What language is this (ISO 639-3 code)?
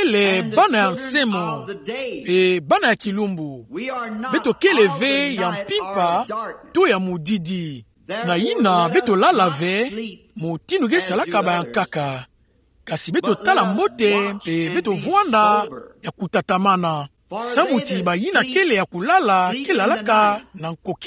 ktu